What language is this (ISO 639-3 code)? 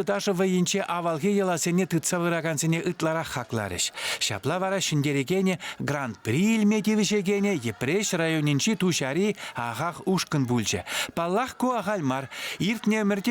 chv